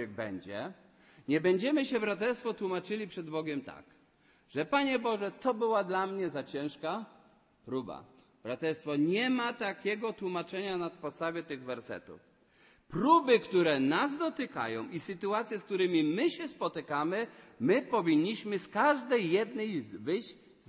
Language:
Polish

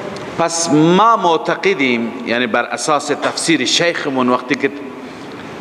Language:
Persian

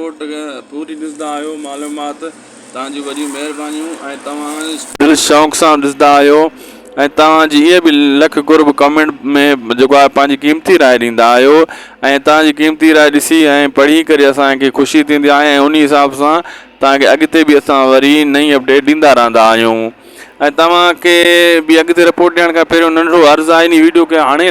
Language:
Sindhi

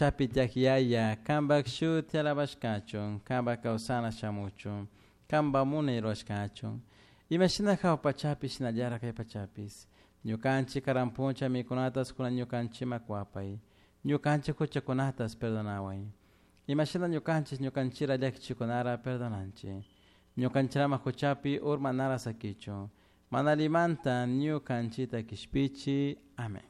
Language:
Chimborazo Highland Quichua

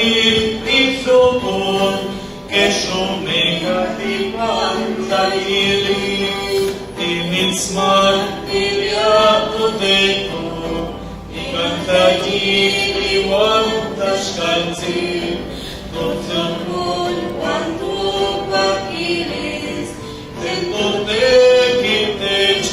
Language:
Nahuatl languages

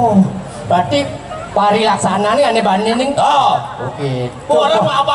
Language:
Balinese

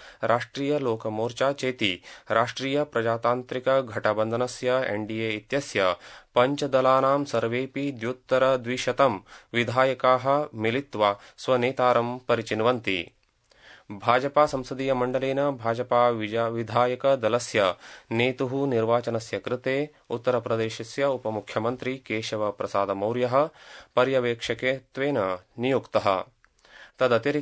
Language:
Sanskrit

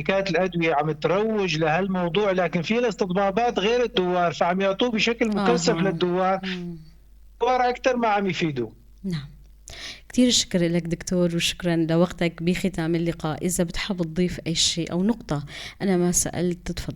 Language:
North Levantine Arabic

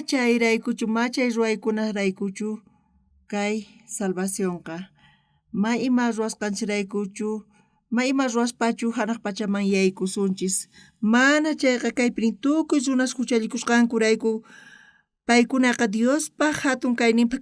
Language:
South Bolivian Quechua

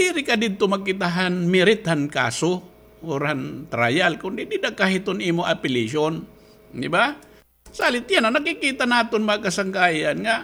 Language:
Waray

